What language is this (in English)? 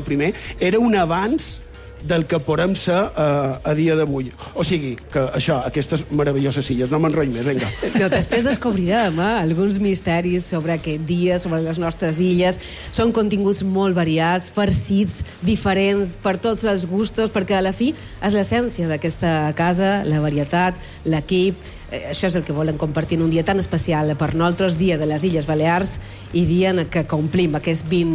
Catalan